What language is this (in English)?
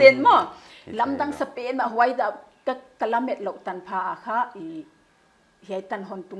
Paite Chin